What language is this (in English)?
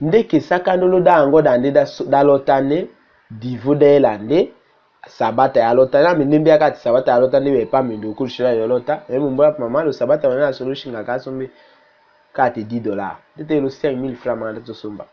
Tetela